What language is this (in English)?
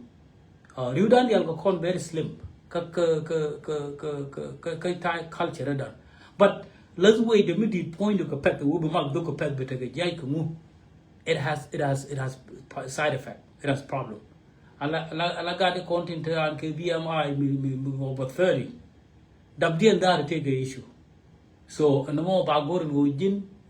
Nuer